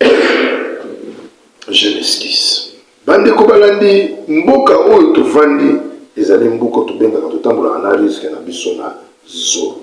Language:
Lingala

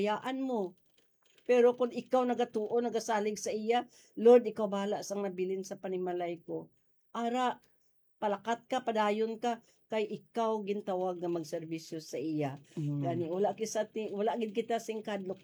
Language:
Hiligaynon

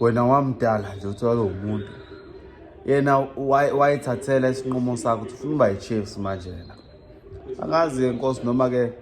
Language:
Zulu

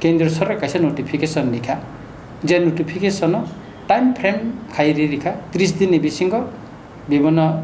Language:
Kok Borok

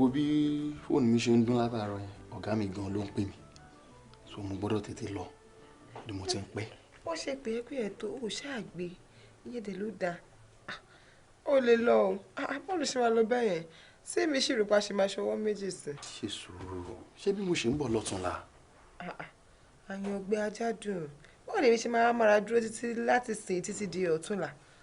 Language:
Yoruba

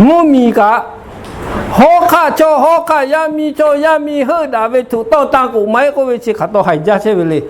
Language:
Lahu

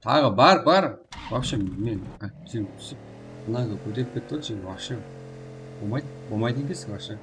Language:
Kara-Kalpak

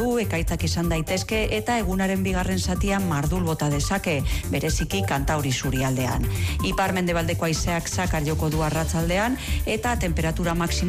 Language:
Basque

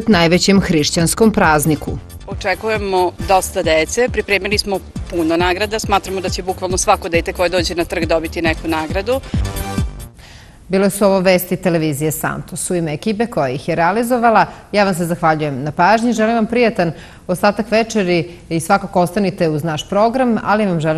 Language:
Serbian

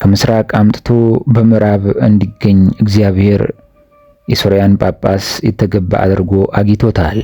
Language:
Amharic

